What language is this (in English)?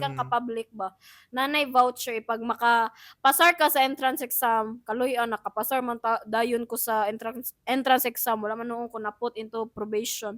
Cebuano